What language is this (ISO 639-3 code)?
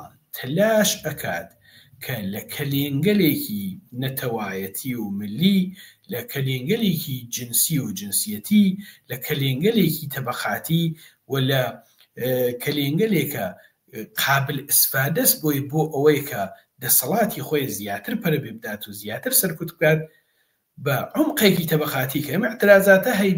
ckb